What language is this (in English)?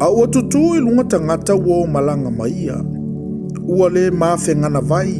Samoan